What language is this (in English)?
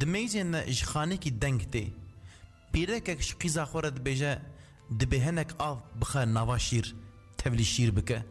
Kurdish